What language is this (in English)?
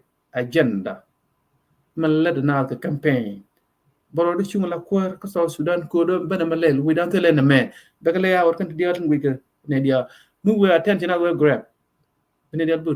Nuer